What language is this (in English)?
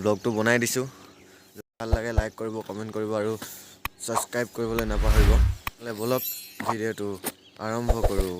Assamese